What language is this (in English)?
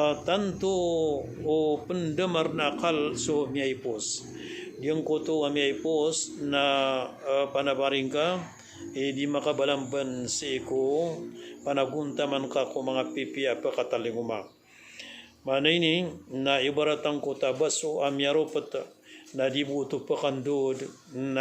Maranao